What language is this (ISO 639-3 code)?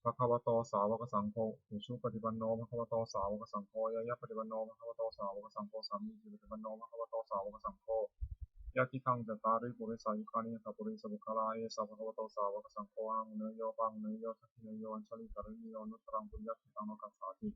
pli